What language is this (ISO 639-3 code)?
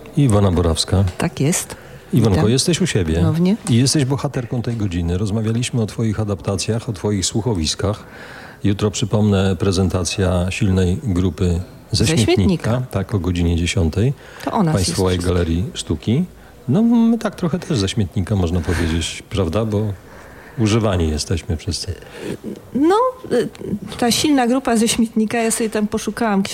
pol